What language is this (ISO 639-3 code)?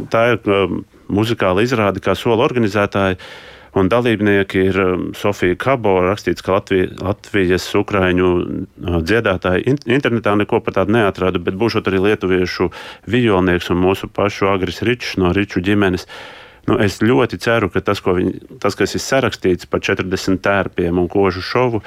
lav